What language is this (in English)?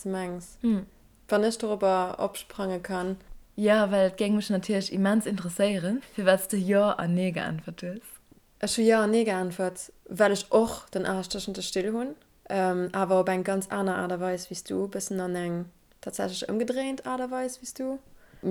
Luxembourgish